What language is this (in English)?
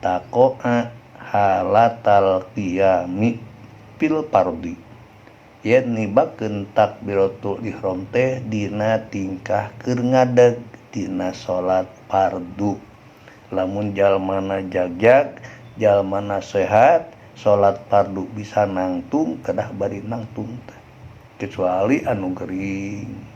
Sundanese